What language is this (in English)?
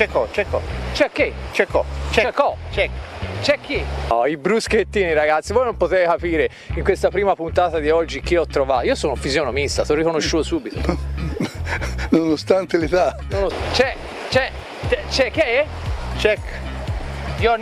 Italian